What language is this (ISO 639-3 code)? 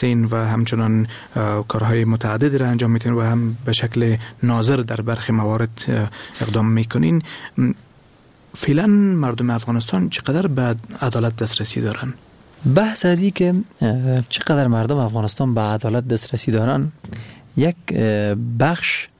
fas